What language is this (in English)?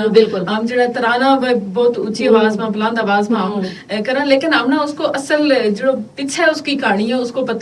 Gujari